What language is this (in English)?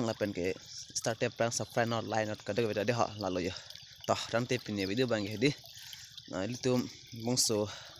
Karbi